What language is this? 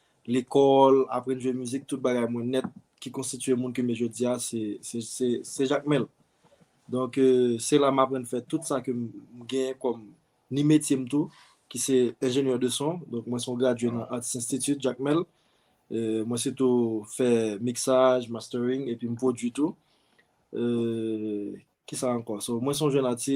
Haitian Creole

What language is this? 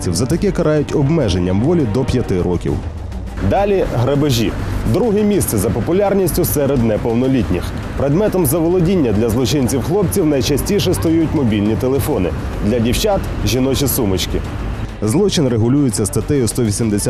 Ukrainian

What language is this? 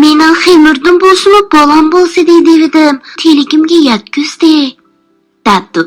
Uyghur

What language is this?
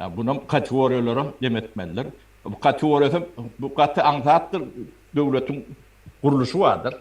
Turkmen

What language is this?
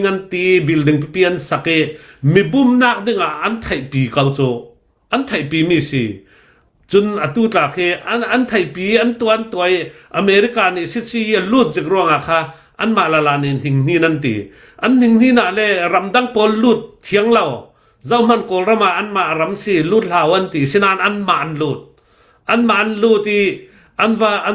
Hakha Chin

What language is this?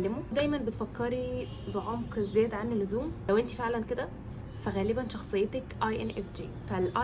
Egyptian Arabic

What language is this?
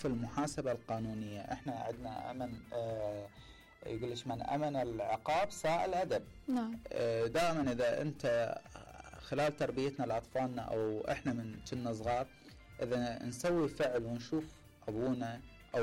Mesopotamian Arabic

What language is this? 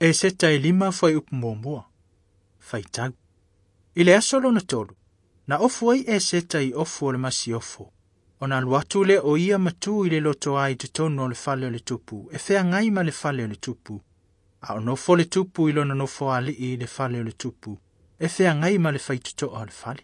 Samoan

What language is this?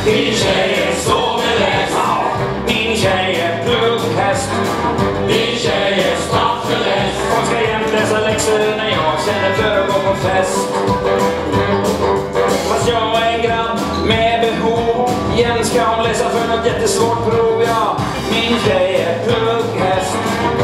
Swedish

